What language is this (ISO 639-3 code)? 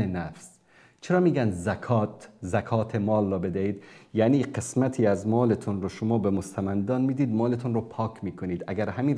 fas